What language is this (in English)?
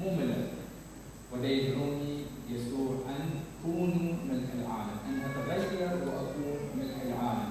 Mesopotamian Arabic